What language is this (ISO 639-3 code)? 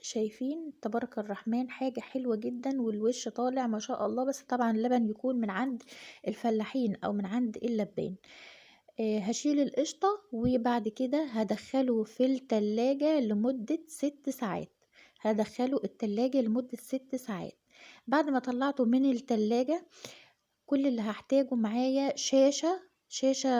arz